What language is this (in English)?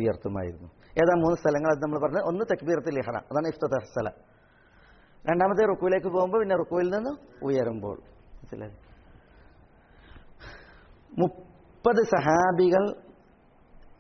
Malayalam